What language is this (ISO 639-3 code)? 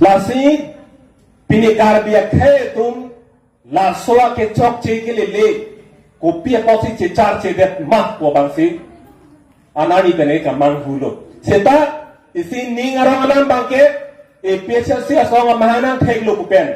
mjw